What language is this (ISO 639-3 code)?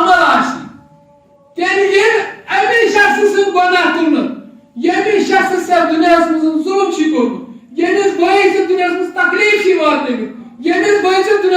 kas